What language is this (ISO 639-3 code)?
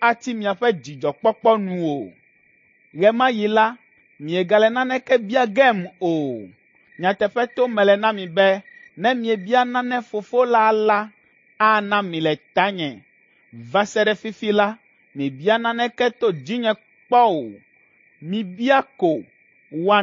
ewe